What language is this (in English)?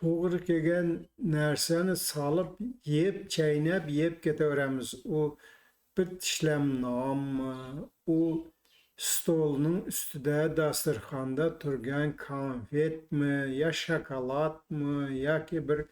Uzbek